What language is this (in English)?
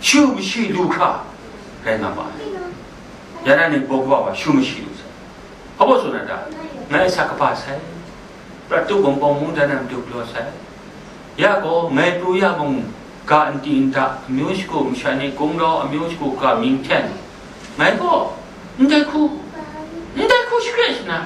Kachin